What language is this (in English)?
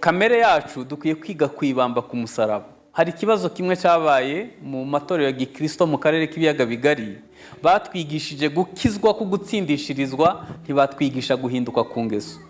Kinyarwanda